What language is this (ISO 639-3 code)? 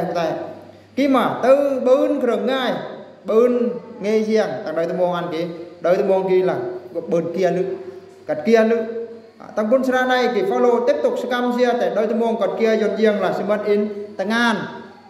bru